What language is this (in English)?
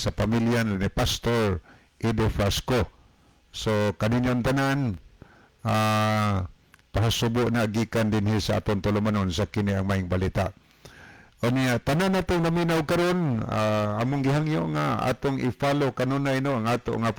Cebuano